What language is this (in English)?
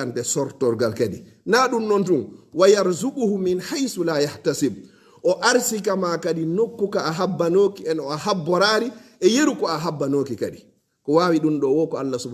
Fula